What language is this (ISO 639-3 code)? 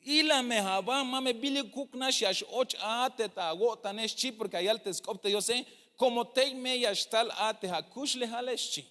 tzh